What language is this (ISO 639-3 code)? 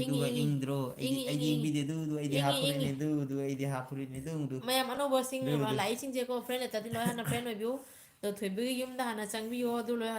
mni